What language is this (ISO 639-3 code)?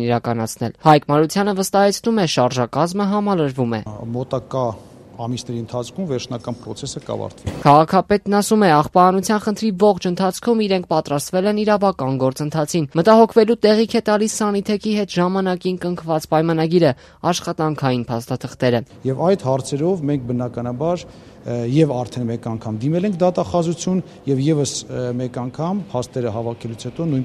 hye